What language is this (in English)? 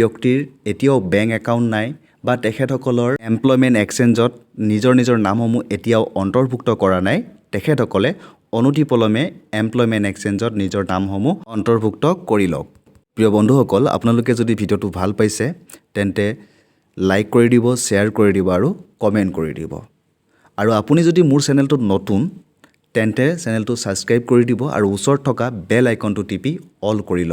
Assamese